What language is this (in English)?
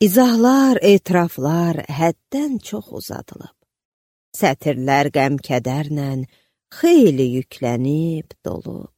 Azerbaijani